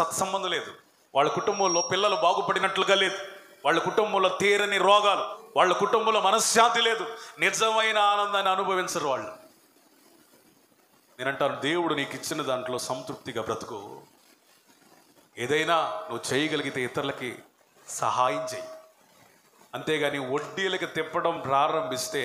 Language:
Telugu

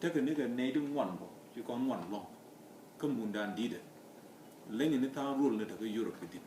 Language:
Nuer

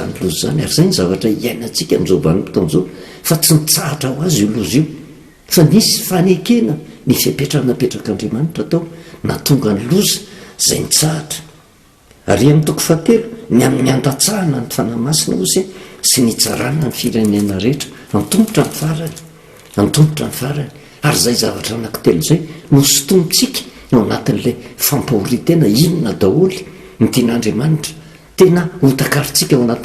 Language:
Malagasy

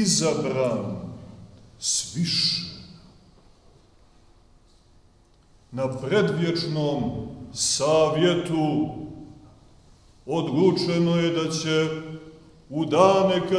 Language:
Serbian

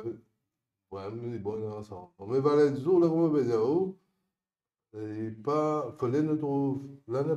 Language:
Morisyen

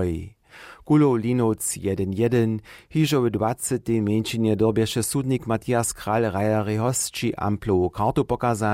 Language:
Upper Sorbian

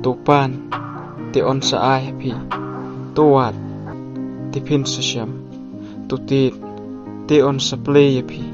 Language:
Khasi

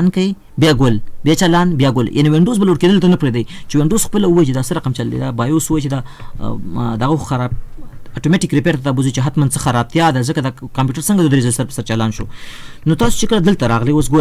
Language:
Pashto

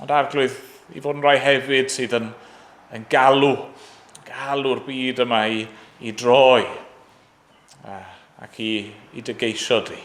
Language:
Welsh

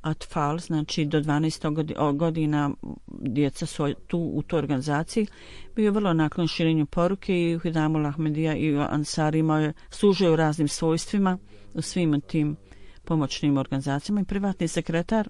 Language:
Bosnian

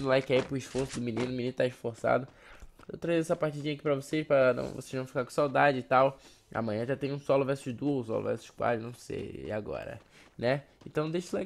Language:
Portuguese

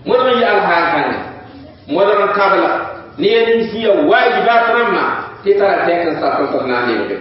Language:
Mossi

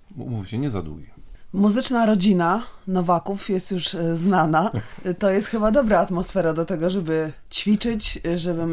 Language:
Polish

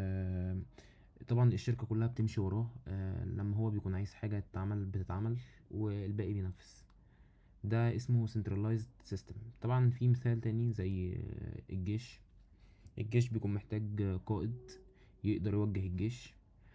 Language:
Egyptian Arabic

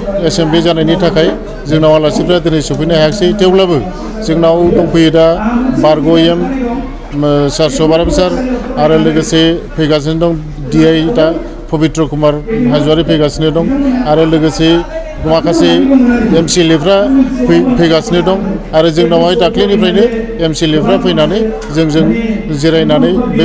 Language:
Bodo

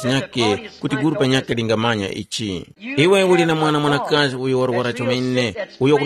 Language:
Tumbuka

